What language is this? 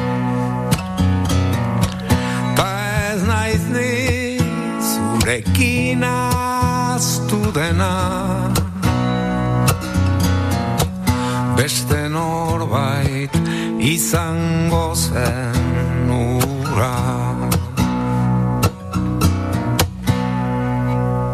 Basque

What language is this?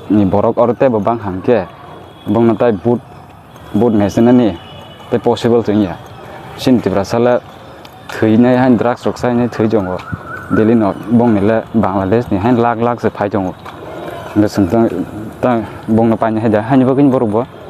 Kok Borok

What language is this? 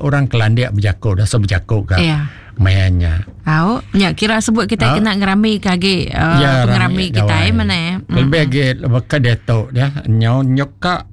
Iban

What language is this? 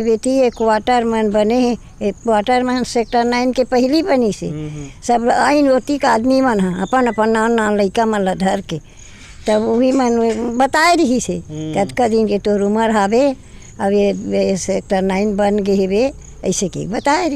Chhattisgarhi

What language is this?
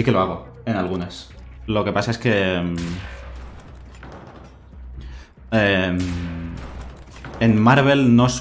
Spanish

